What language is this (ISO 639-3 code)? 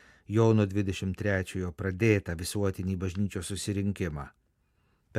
lit